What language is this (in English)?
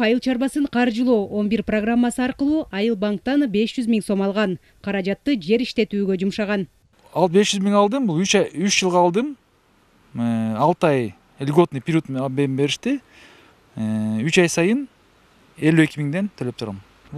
Kyrgyz